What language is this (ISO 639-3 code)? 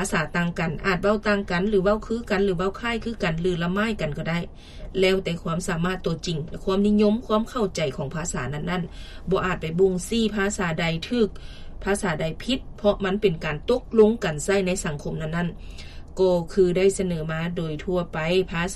lao